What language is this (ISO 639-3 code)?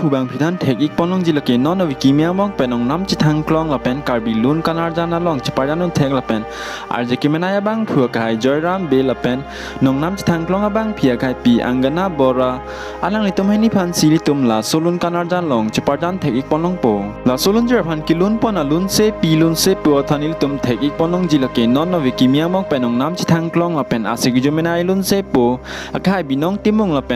mjw